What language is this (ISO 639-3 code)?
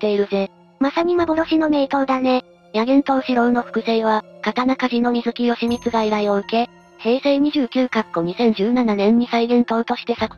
jpn